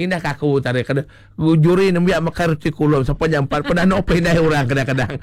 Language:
Iban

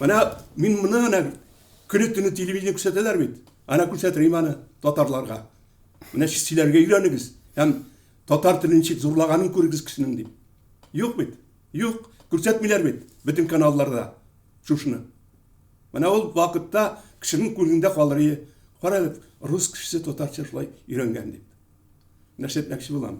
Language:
Tatar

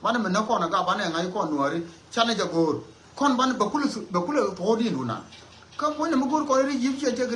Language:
Nuer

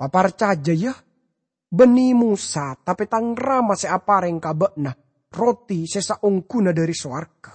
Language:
Madurese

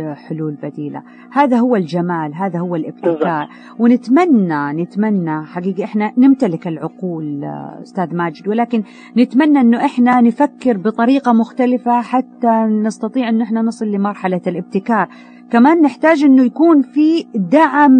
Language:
Najdi Arabic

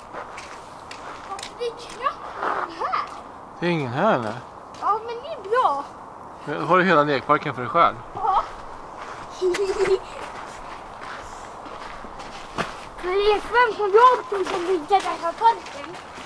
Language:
Swedish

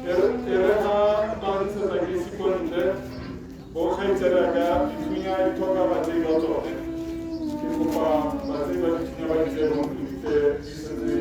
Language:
Tswana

